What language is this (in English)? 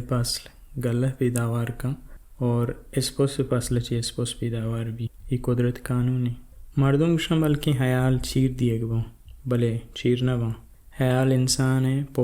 Baluchi